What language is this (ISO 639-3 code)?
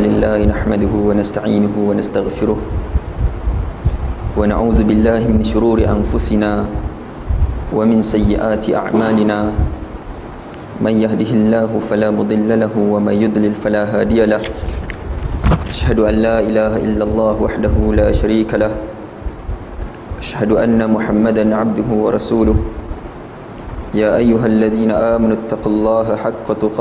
msa